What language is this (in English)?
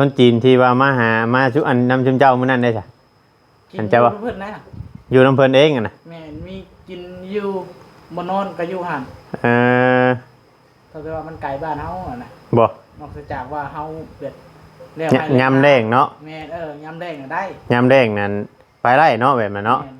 Northeastern Thai